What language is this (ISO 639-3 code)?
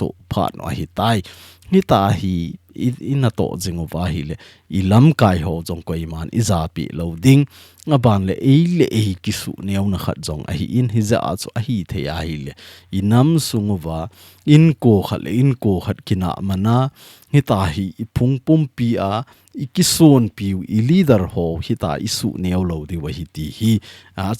tcz